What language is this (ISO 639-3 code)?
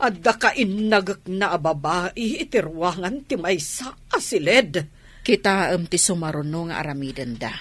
ilo